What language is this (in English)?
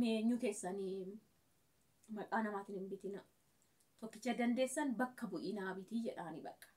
Oromo